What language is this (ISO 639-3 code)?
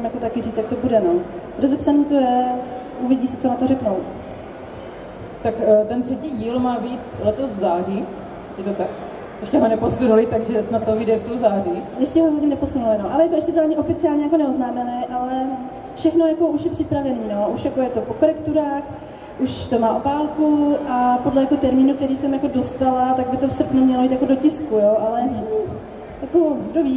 ces